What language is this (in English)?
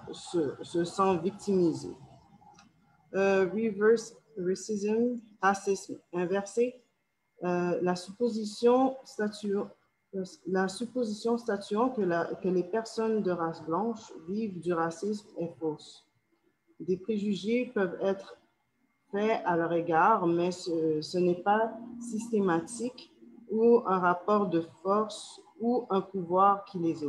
French